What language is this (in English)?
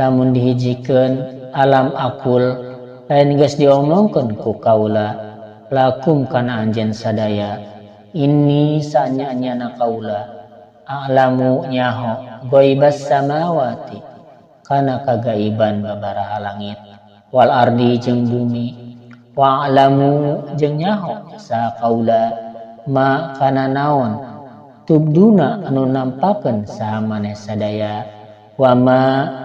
Sundanese